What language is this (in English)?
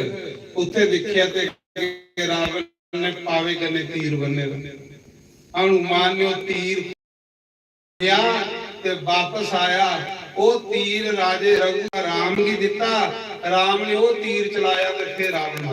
Dogri